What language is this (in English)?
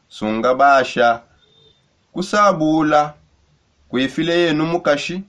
Songe